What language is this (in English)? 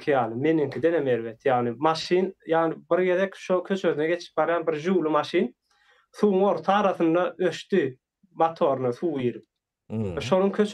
Turkmen